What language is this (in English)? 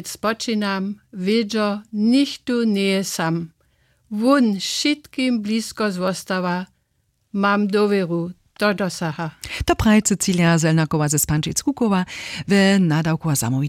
Upper Sorbian